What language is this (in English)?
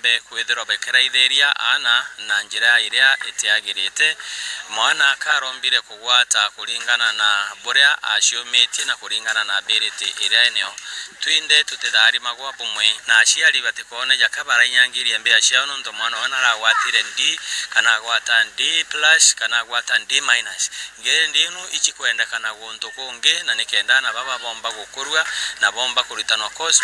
Meru